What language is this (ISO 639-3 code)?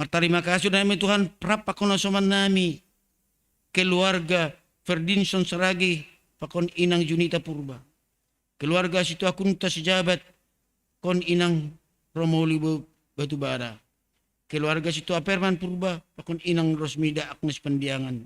bts